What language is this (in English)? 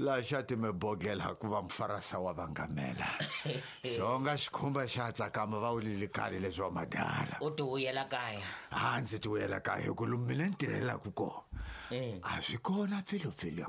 Tsonga